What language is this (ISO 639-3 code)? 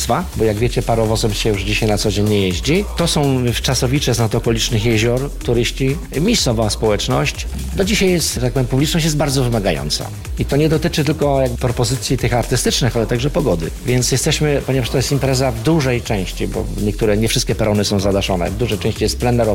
pol